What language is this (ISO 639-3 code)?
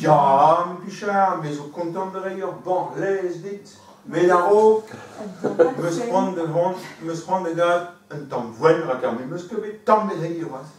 bre